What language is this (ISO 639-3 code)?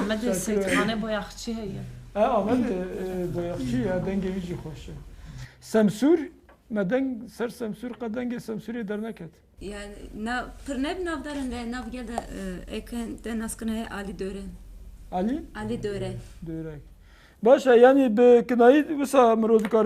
kur